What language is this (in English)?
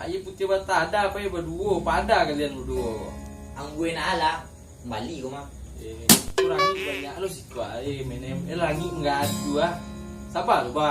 Minangkabau